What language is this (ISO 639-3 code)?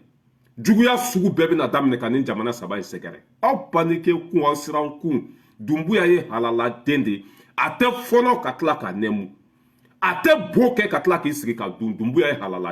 bam